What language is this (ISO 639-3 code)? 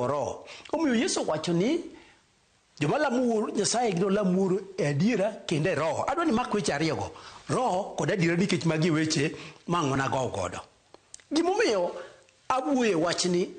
luo